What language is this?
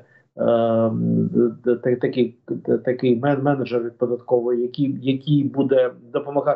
Ukrainian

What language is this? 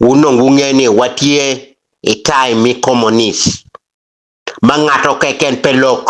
Acoli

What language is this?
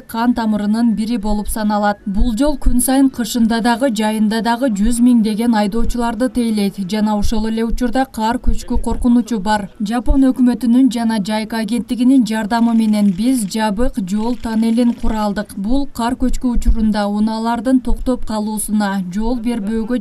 Kyrgyz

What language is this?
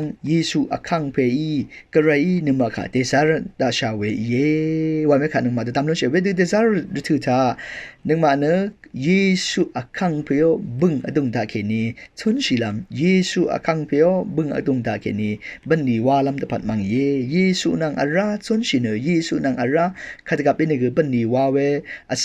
Rawang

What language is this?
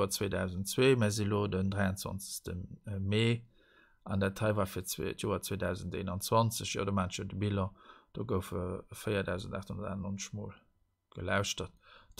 Luxembourgish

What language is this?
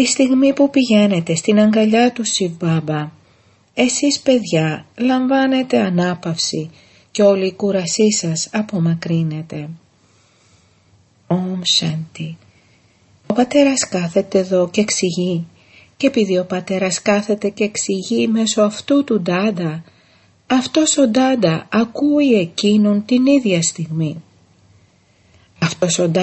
Greek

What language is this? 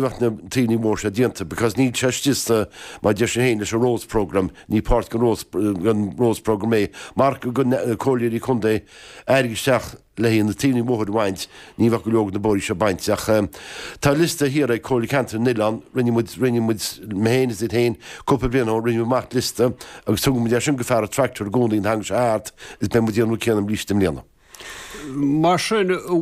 Irish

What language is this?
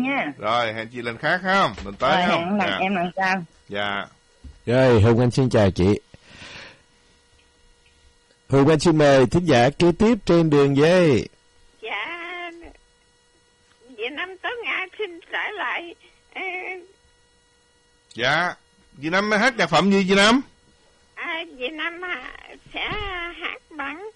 Vietnamese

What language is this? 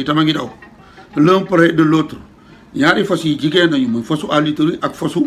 Wolof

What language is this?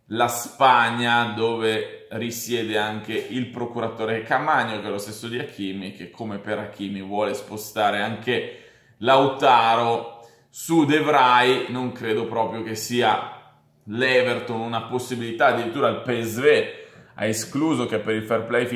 Italian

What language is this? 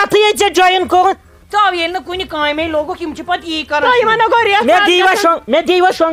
Kashmiri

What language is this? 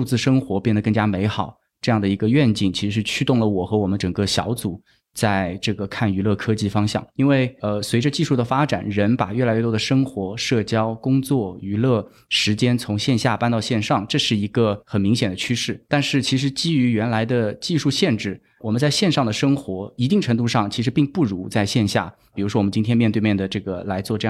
Chinese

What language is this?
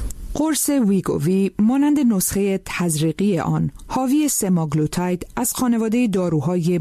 Persian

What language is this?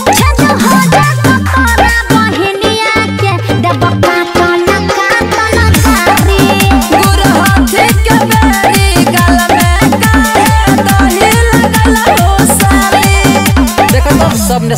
Bhojpuri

